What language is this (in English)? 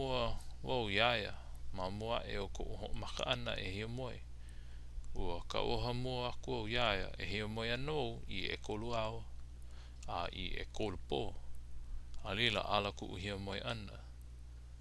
Hawaiian